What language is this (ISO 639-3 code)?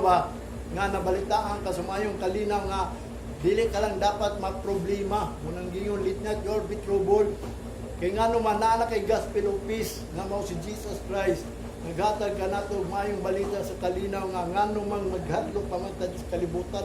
ceb